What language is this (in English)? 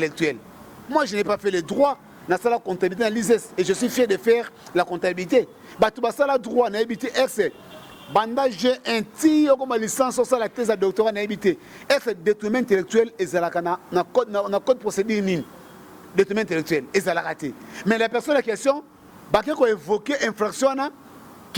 Lingala